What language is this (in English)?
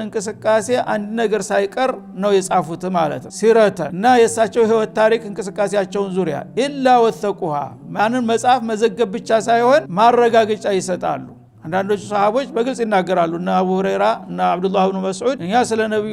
Amharic